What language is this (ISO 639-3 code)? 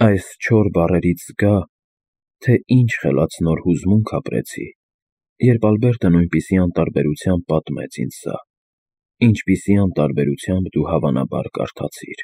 hye